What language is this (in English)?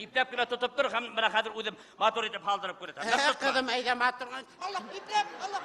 Bashkir